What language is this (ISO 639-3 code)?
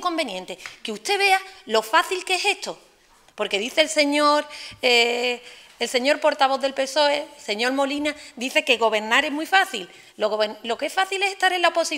spa